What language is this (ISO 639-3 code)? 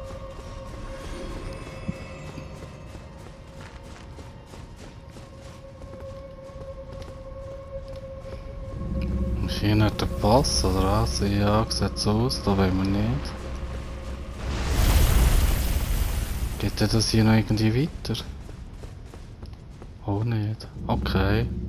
deu